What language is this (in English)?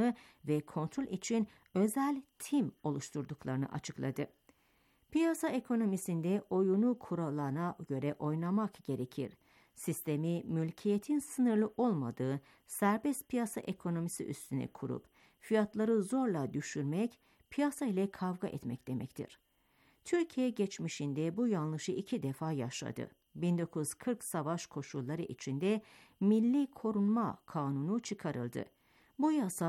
Turkish